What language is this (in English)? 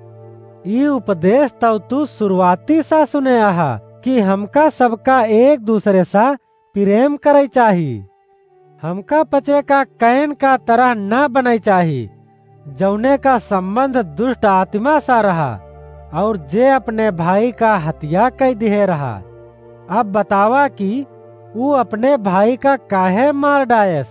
Awadhi